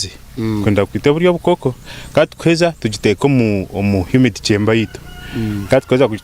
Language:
Nyankole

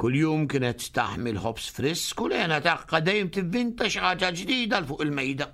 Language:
Maltese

